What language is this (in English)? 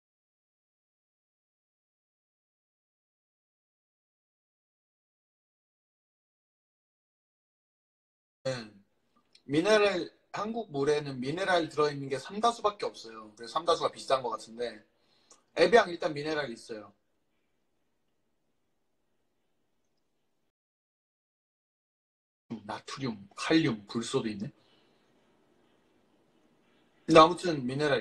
Korean